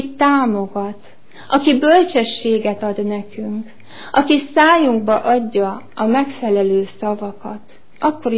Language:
Hungarian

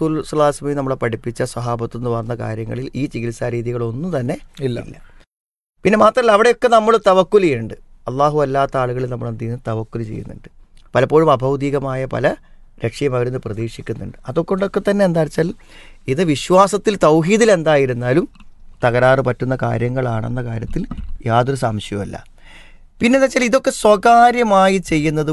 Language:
Malayalam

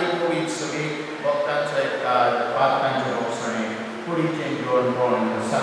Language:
Konkani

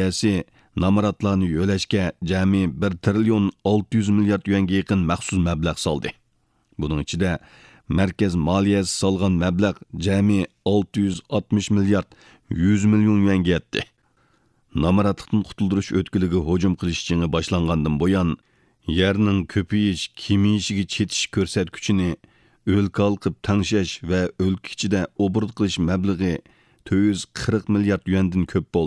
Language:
Uyghur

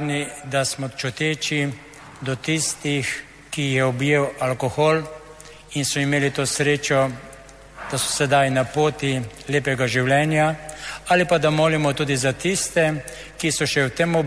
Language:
Slovenian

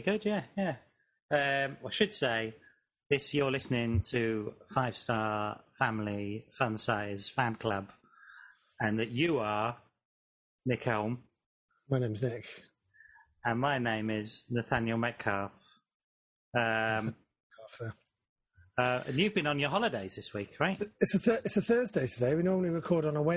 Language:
English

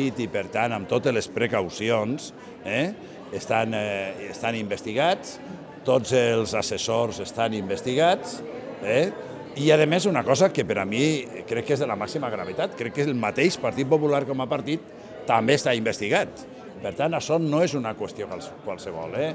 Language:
Catalan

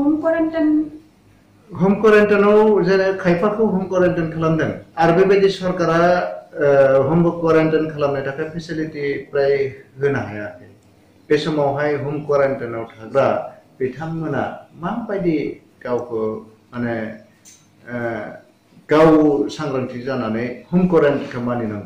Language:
Bodo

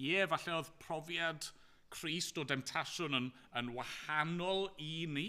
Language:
Welsh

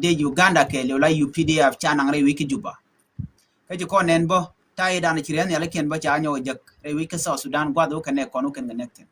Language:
Nuer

